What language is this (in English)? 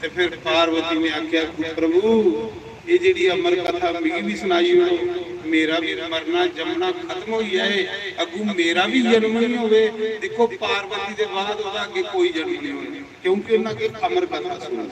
Dogri